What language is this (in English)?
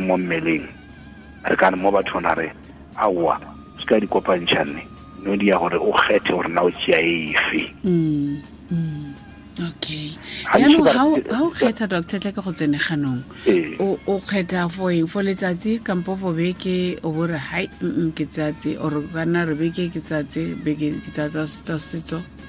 Tswana